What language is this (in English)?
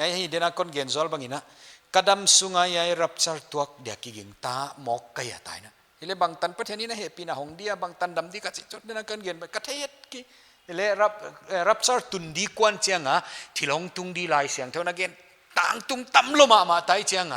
Paite Chin